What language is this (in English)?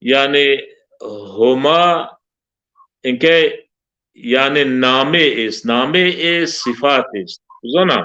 Zaza